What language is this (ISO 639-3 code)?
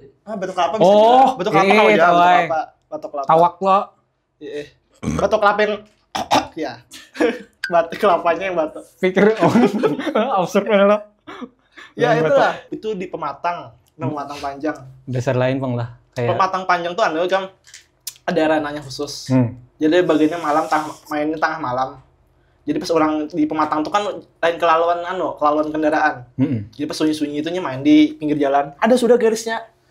bjn